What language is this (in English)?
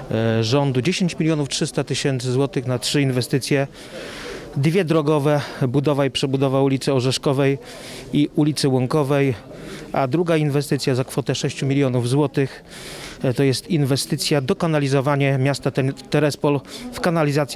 Polish